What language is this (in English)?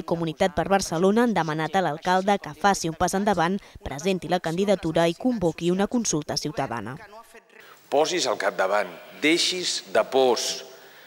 Catalan